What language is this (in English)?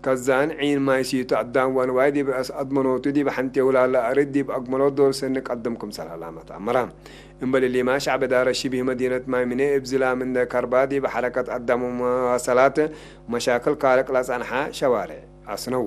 Tigre